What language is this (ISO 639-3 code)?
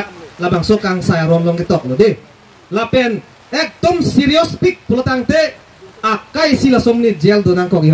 mjw